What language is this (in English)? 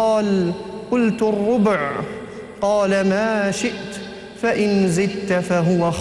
Gulf Arabic